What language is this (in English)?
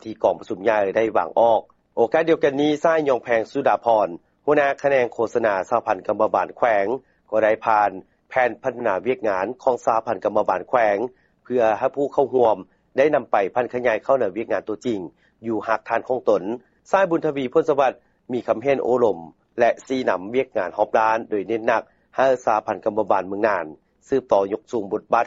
Lao